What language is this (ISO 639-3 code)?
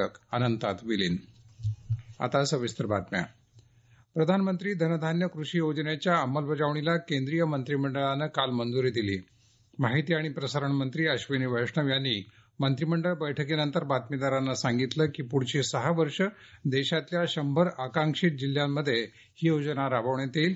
mar